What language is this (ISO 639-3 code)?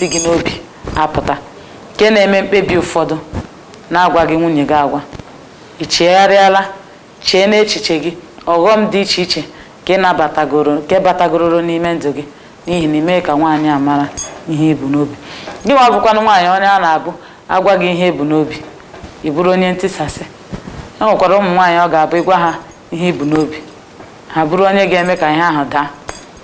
ibo